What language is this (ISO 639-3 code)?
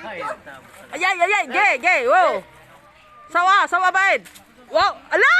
ceb